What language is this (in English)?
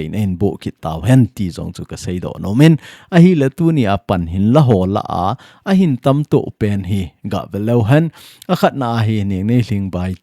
Thado Chin